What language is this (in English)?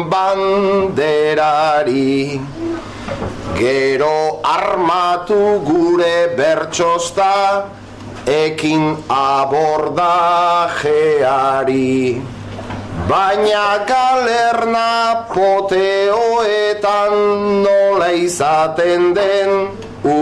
Basque